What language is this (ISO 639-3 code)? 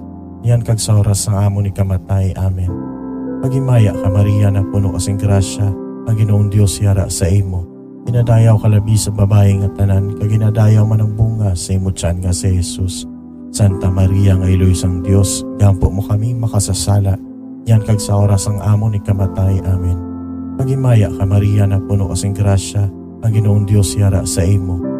hil